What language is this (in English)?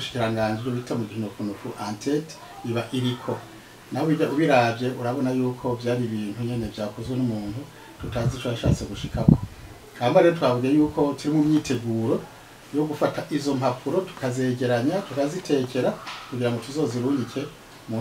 Rundi